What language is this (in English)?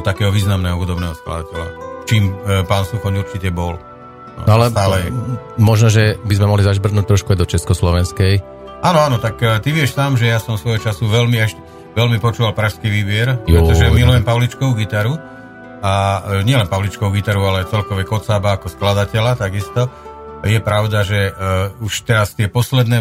Slovak